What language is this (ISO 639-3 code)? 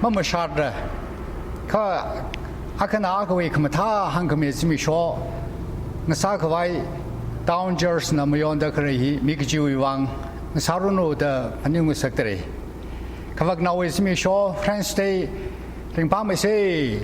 nmf